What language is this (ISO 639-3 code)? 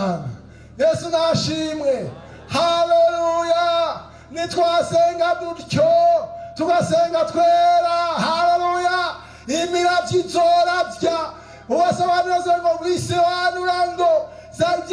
run